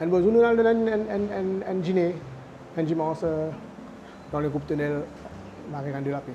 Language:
Morisyen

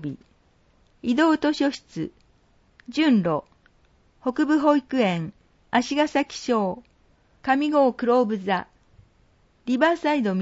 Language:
Japanese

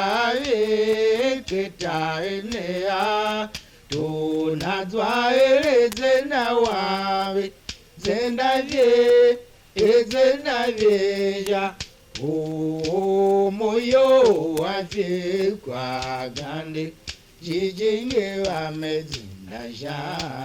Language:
Tiv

